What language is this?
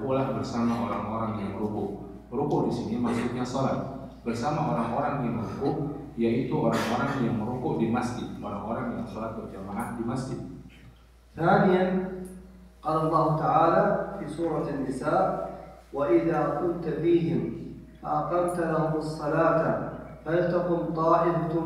Indonesian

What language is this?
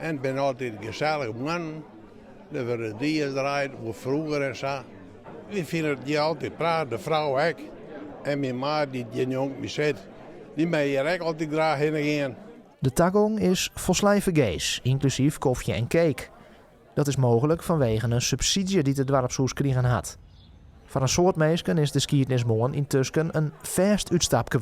Western Frisian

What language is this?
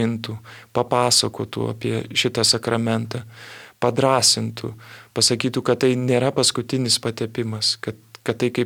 Lithuanian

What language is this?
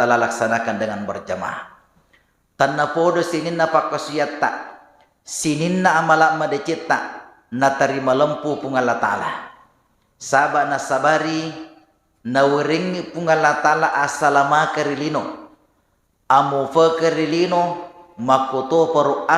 Buginese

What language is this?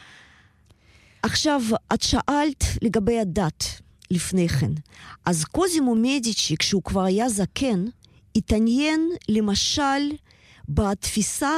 Hebrew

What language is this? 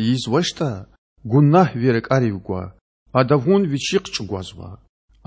Lezghian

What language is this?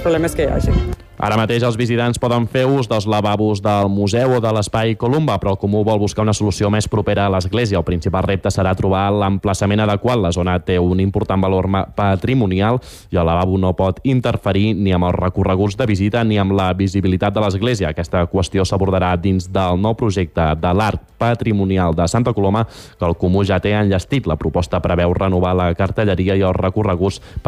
Catalan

